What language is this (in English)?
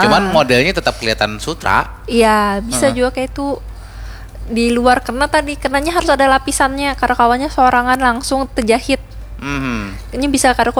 Banjar